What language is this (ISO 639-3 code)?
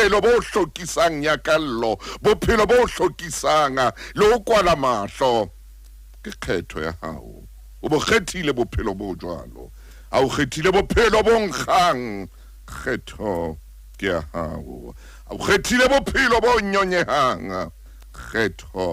sot